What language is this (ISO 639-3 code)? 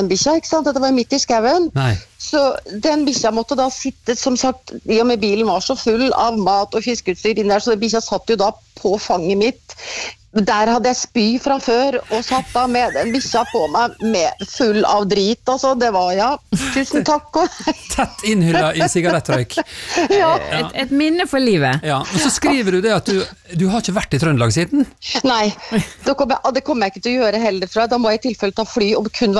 nor